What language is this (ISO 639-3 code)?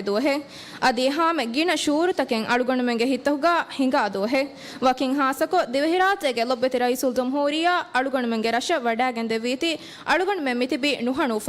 div